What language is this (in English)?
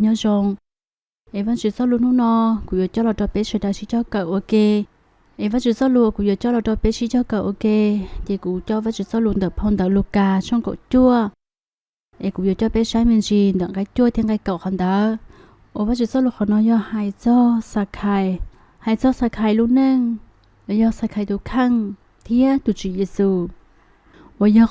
Hmong